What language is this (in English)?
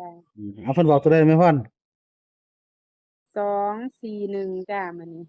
Northeastern Thai